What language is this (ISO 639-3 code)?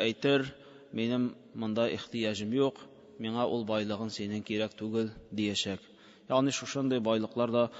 tat